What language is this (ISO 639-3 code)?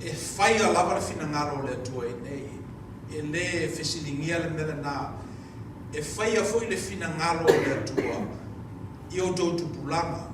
smo